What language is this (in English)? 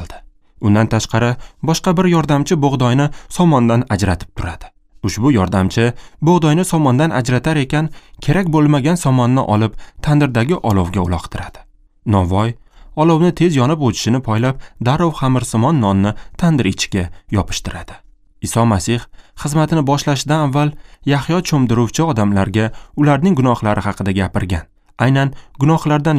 Uzbek